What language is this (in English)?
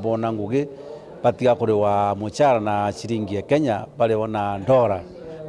Meru